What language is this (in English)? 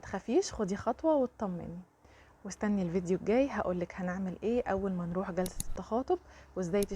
Egyptian Arabic